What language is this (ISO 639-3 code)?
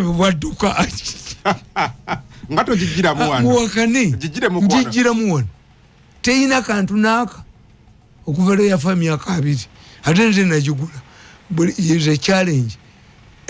lug